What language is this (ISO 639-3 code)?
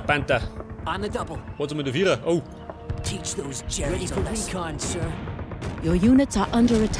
bar